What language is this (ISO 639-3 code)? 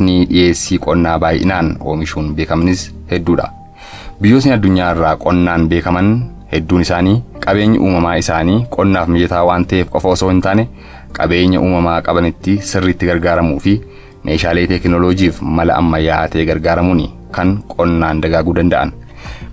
orm